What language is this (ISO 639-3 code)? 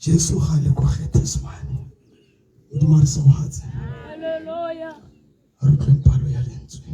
tsn